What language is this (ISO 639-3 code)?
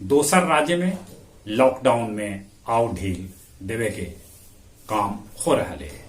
mag